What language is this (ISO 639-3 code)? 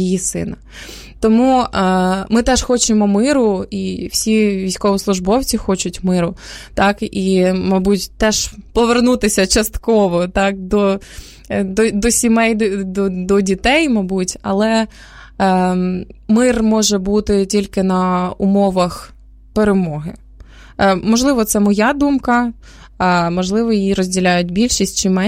ukr